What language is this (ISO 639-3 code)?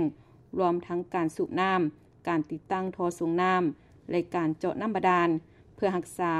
lao